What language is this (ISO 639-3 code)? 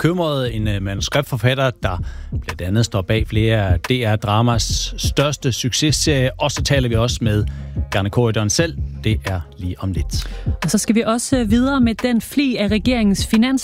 dan